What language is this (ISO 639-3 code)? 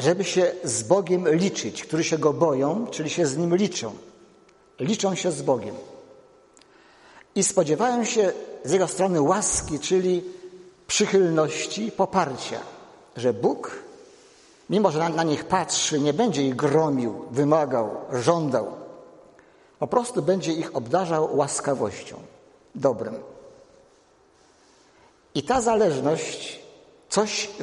pol